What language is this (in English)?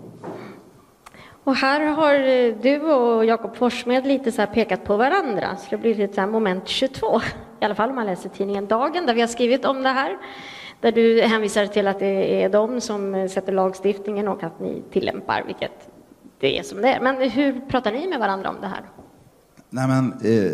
Swedish